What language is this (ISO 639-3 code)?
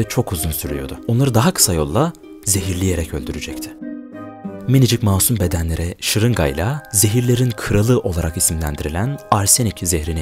tur